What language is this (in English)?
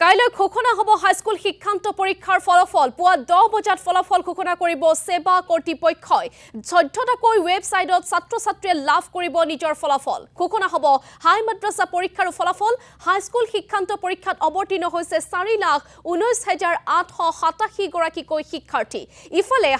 Assamese